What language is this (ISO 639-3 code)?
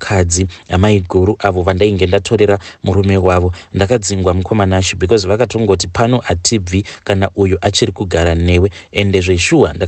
sna